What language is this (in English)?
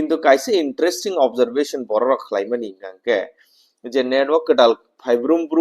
Kok Borok